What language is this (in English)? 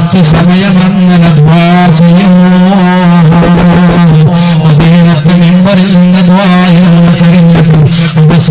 Malayalam